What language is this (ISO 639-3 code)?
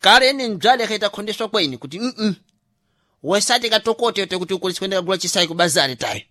seh